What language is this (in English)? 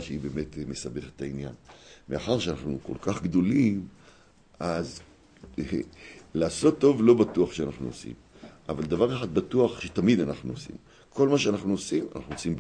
Hebrew